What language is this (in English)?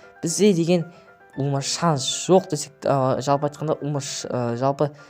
Kazakh